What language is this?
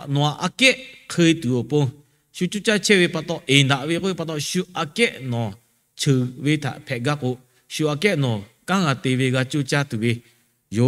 Lahu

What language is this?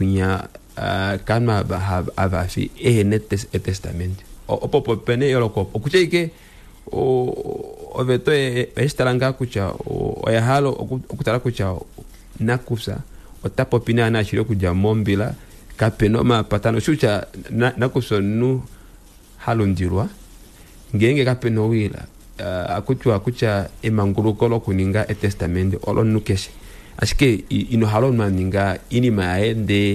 Kuanyama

